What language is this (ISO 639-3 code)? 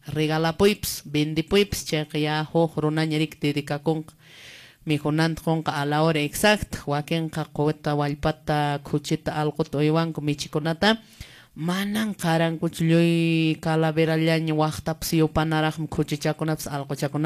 que